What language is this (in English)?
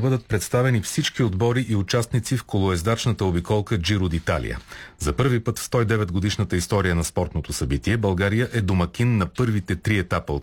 Bulgarian